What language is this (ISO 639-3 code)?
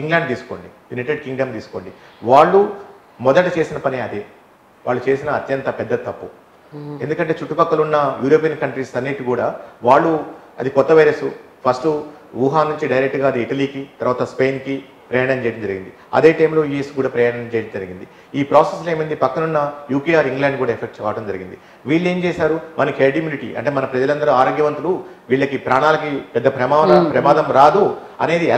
tel